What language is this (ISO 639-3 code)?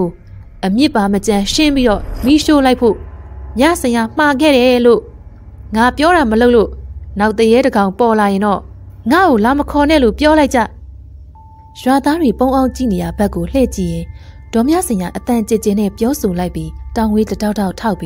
mya